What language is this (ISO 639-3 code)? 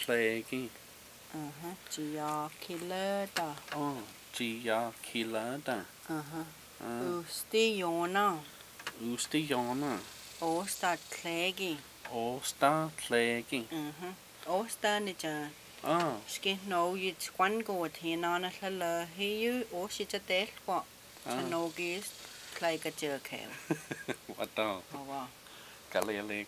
chr